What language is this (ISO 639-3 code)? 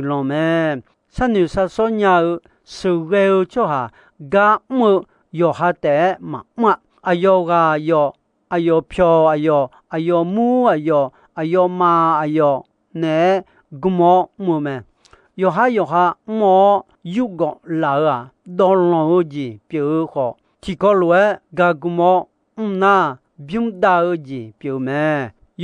ahk